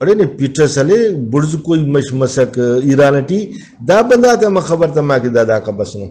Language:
Brahui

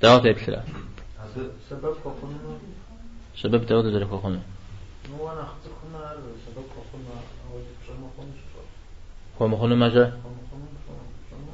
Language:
Kabardian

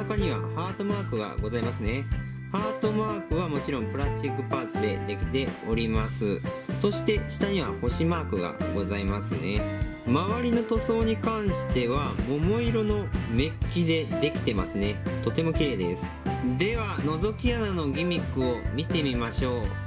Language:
Japanese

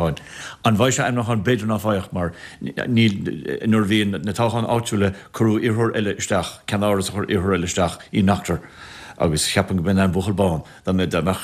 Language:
Irish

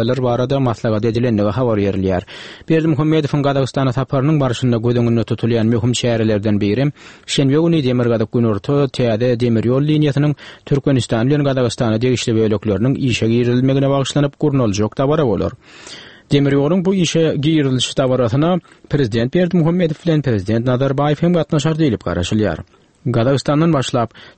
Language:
Turkmen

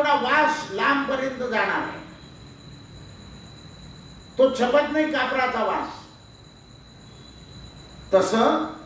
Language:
Marathi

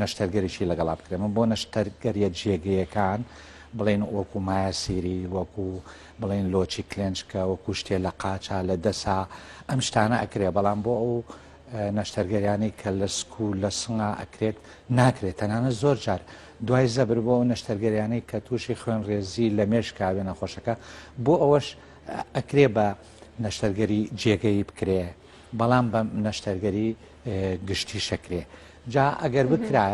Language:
Central Kurdish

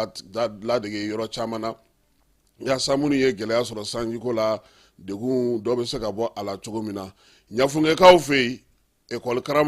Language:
Bambara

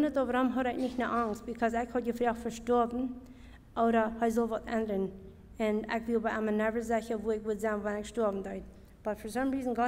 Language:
Plautdietsch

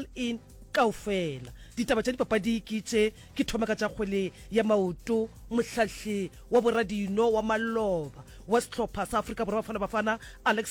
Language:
Northern Sotho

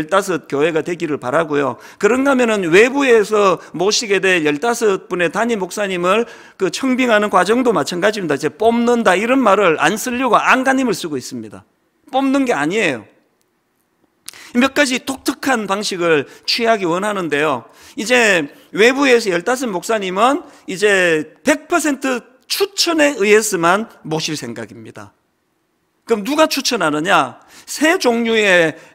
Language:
Korean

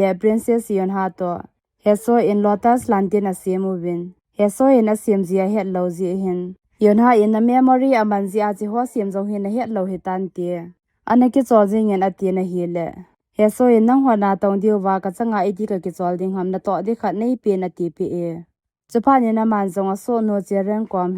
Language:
Thado Chin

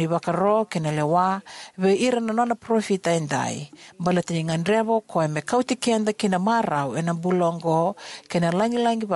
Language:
Fijian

